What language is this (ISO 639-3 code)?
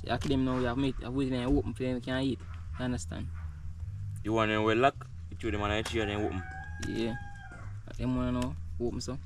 jam